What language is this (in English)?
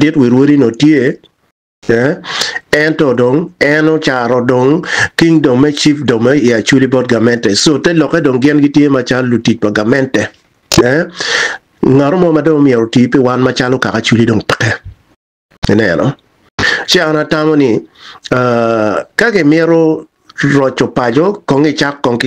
Acoli